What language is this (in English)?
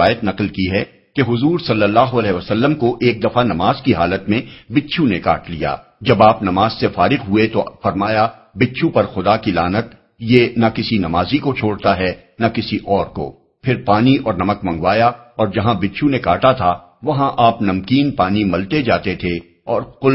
Urdu